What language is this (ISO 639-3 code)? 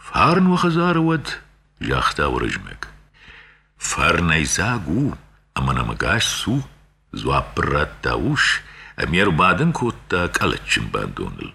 oss